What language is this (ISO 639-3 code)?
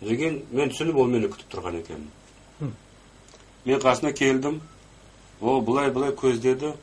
kaz